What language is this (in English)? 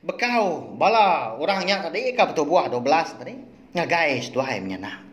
Iban